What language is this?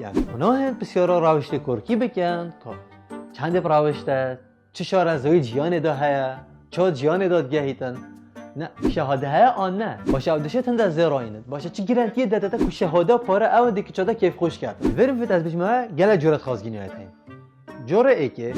Kurdish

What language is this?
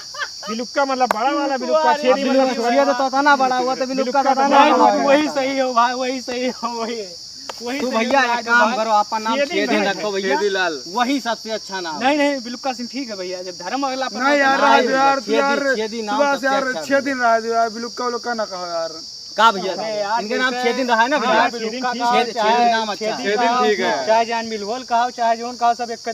Awadhi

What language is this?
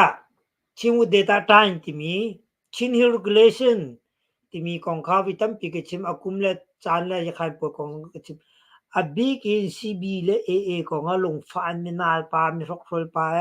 Hakha Chin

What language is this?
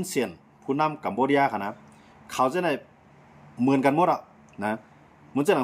Shan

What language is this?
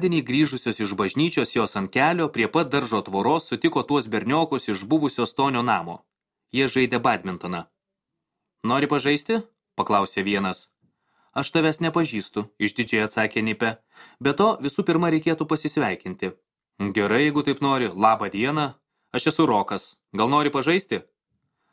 Lithuanian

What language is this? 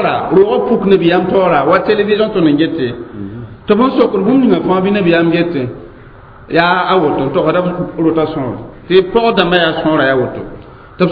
Mossi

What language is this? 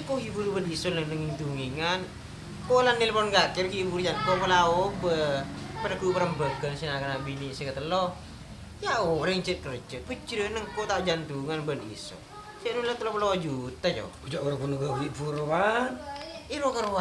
Madurese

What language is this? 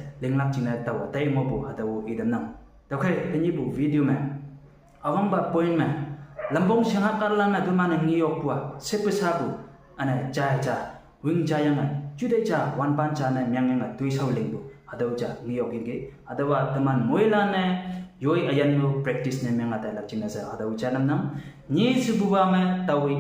Konyak Naga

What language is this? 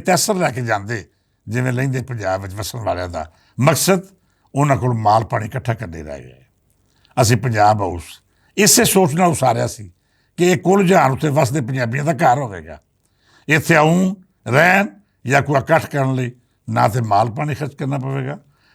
Western Panjabi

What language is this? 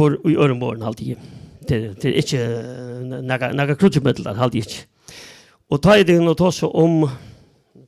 Faroese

